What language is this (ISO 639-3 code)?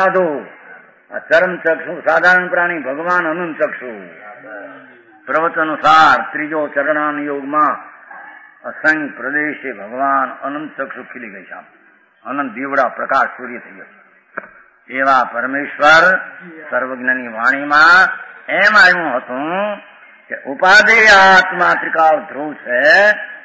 guj